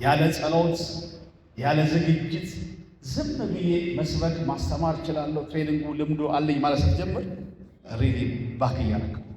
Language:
Amharic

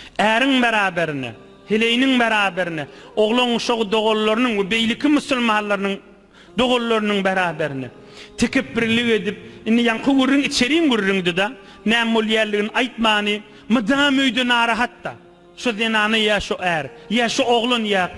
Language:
Turkmen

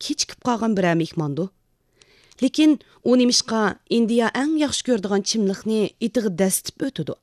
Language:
Uyghur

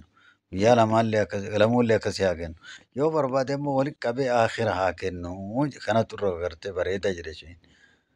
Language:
Oromo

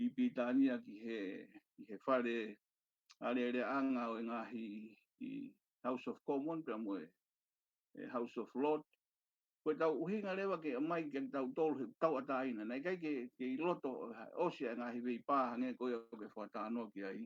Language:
Tongan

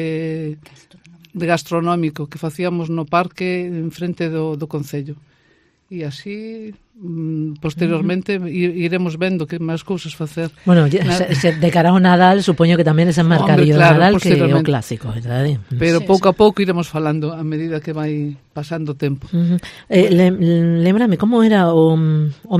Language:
Galician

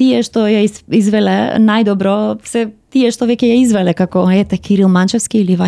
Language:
Macedonian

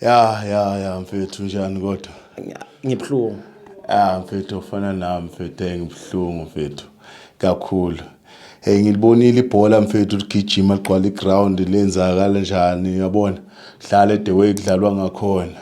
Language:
Zulu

